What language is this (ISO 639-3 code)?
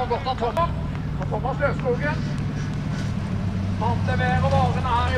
nor